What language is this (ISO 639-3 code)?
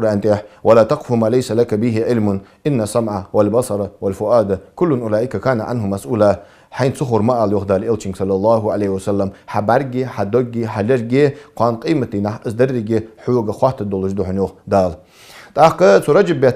inh